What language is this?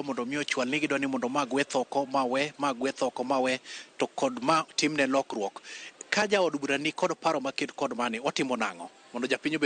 Luo (Kenya and Tanzania)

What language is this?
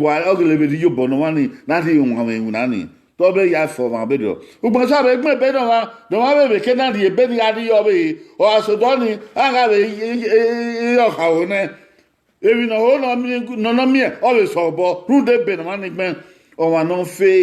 Bini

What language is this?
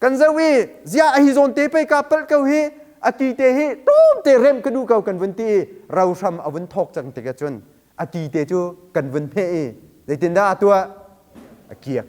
Hakha Chin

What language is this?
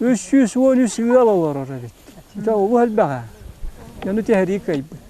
Yakut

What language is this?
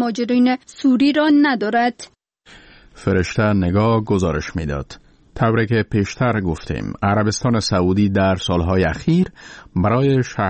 Persian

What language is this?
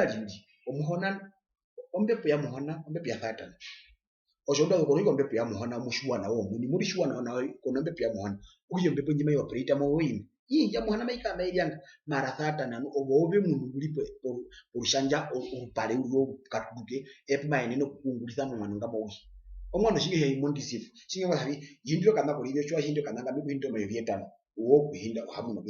Herero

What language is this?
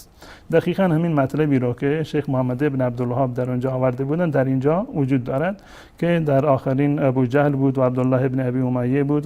Persian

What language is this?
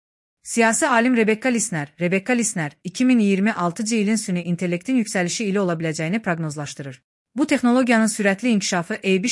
Azerbaijani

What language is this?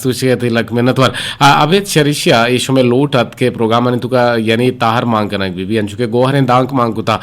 Eastern Balochi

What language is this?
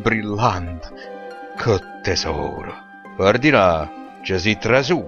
Neapolitan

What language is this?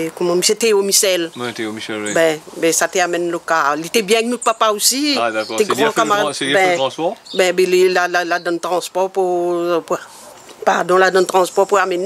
Réunion Creole French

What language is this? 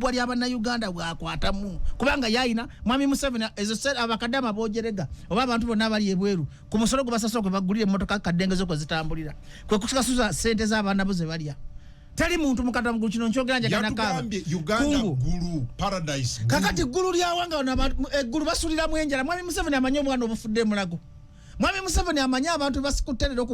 Ganda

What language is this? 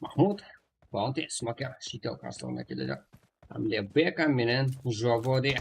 Kara-Kalpak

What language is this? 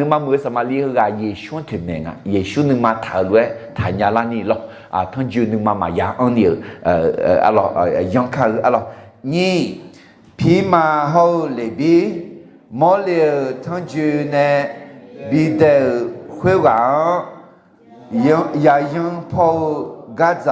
Akha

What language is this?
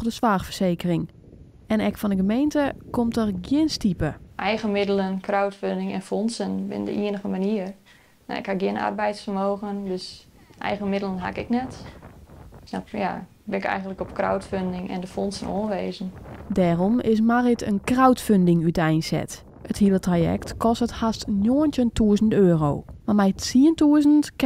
Western Frisian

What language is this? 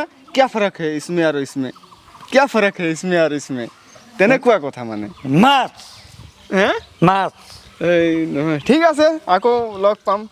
Assamese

